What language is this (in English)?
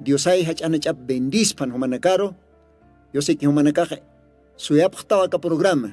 Aymara